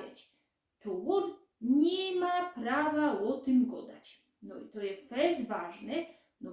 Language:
Silesian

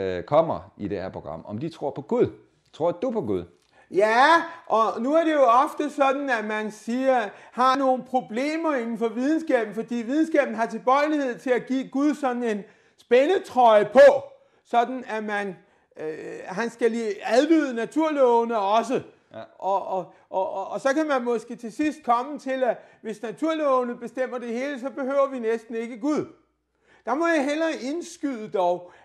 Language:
Danish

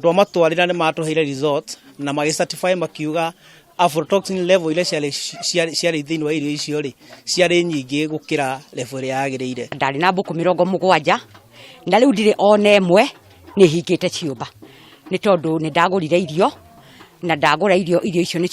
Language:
Kikuyu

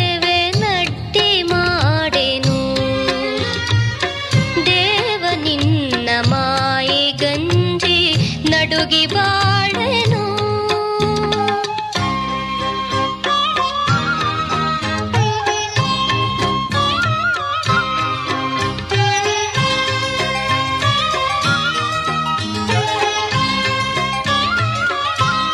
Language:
Kannada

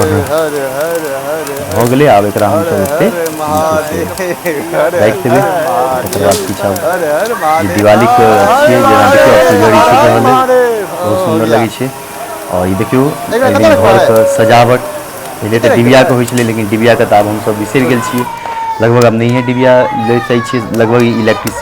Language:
Maithili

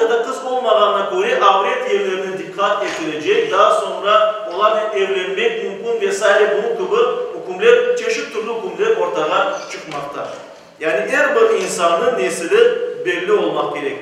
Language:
Crimean Tatar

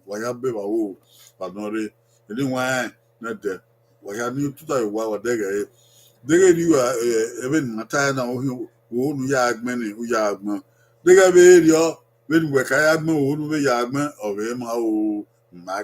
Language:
Bini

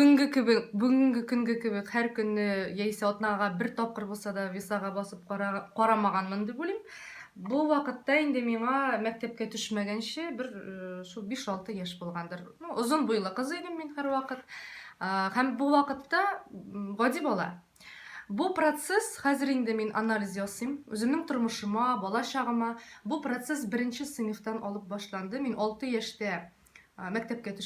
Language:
Tatar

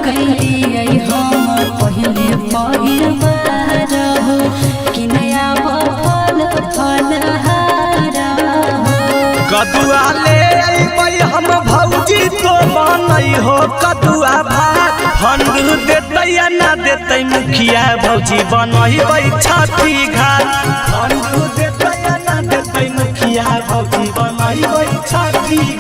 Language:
Magahi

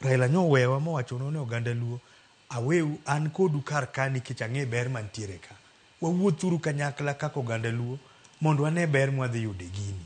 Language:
Luo (Kenya and Tanzania)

